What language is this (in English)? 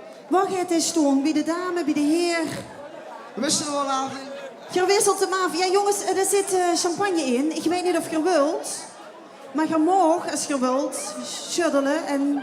Limburgish